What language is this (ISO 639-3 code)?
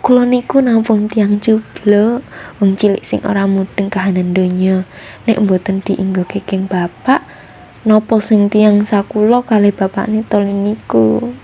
jav